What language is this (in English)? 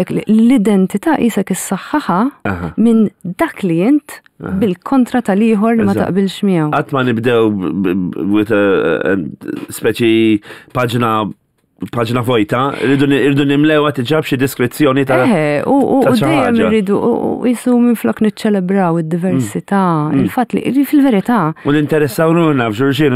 Maltese